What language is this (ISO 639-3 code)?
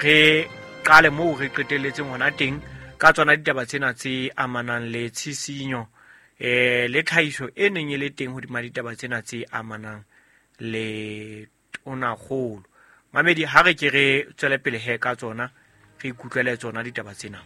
sot